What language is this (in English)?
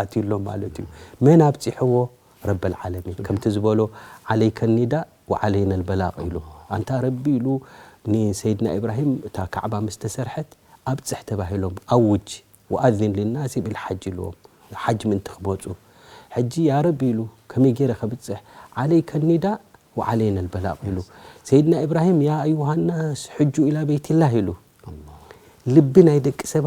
Tigrinya